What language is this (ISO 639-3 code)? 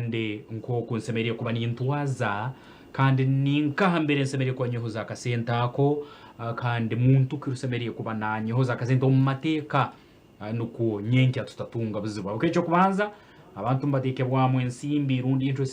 nyn